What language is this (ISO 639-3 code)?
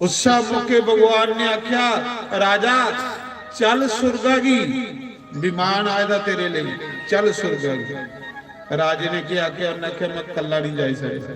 doi